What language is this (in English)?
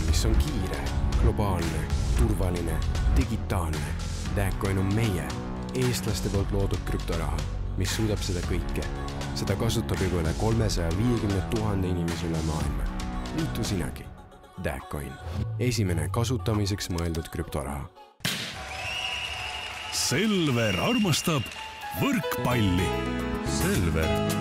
Estonian